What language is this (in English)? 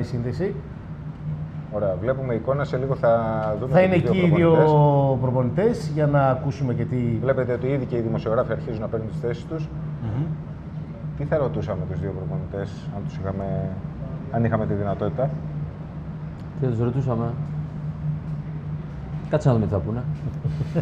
Greek